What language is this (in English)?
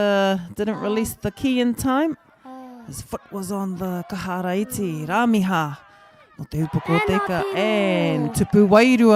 Māori